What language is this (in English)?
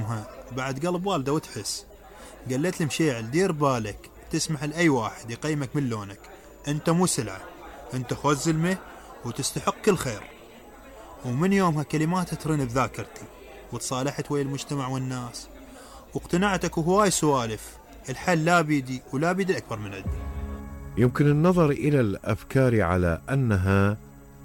Mesopotamian Arabic